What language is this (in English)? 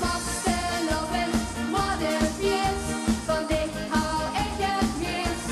Limburgish